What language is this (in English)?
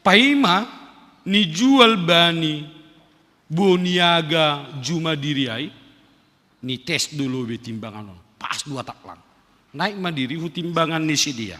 Batak Simalungun